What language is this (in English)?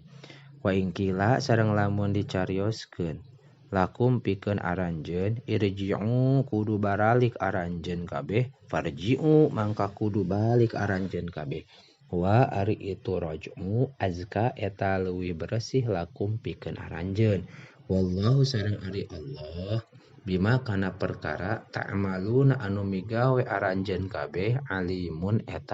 Sundanese